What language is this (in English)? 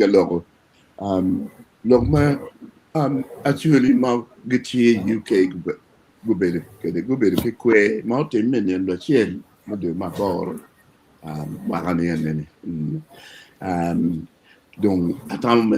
Acoli